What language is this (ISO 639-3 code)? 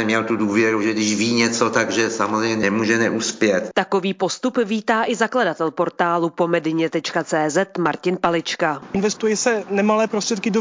ces